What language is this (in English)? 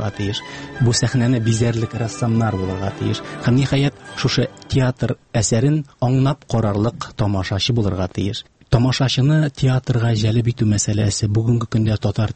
Tatar